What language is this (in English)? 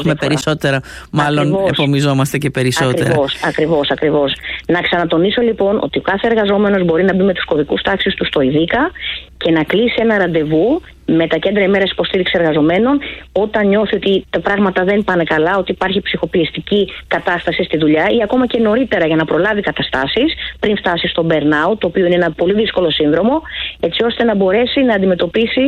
Greek